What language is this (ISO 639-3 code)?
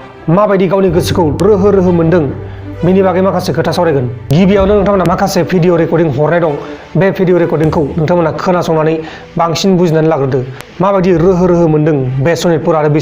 brx